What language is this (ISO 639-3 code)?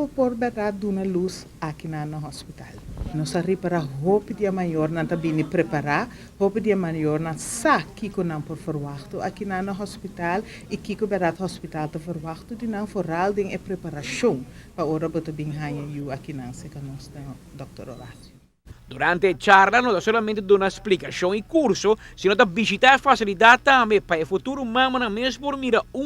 pap